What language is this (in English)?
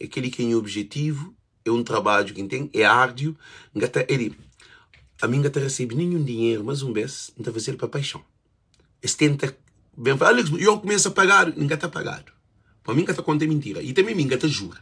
Kabuverdianu